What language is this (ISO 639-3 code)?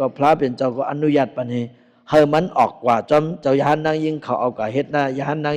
shn